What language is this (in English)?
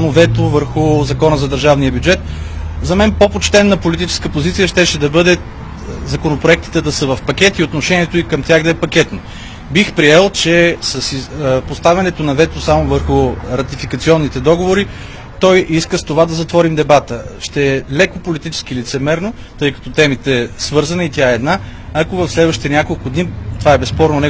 Bulgarian